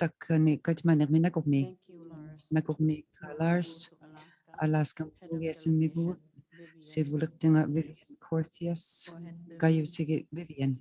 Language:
Inuktitut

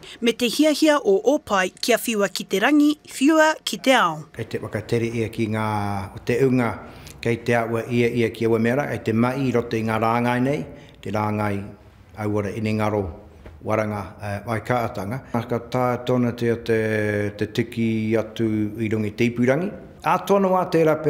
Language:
Māori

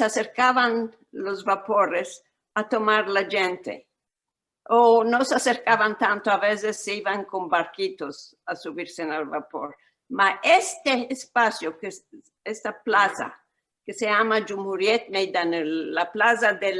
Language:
Ladino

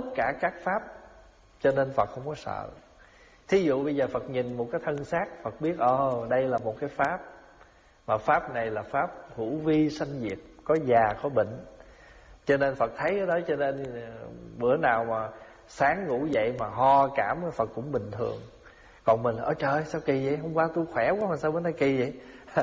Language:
Vietnamese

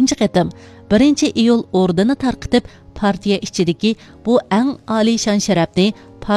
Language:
Uyghur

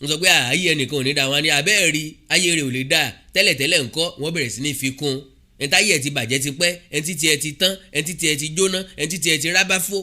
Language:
Yoruba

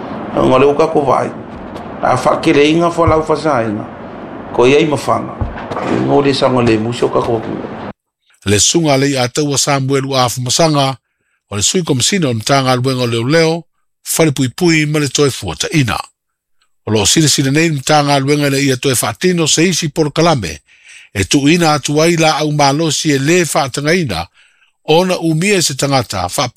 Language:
Samoan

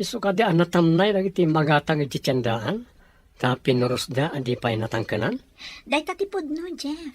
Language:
Iloko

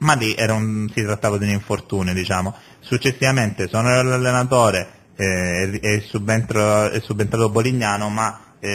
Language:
Italian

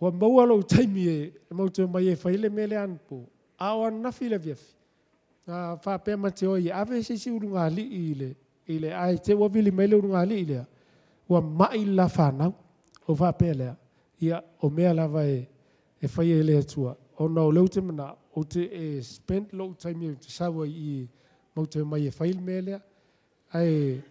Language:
Samoan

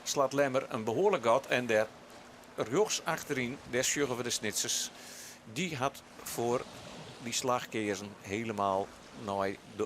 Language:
Western Frisian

